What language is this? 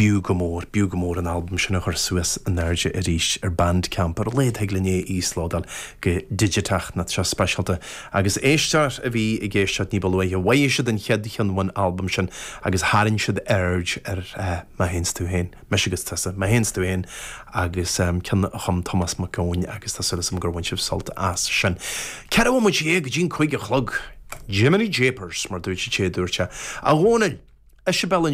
Irish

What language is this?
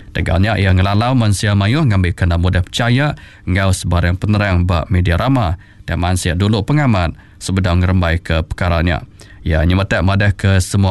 Iban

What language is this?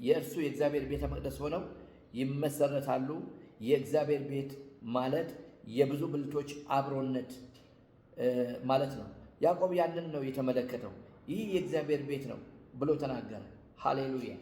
Amharic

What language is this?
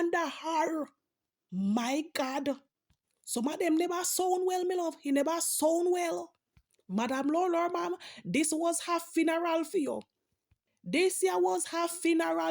Jamaican Creole English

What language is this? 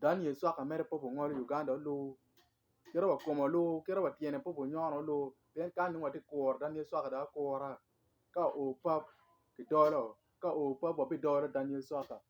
Acoli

